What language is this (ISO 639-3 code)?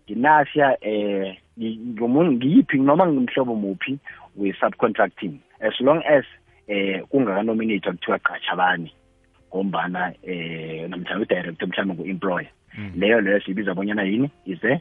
nbl